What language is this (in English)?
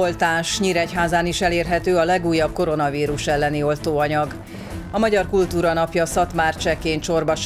Hungarian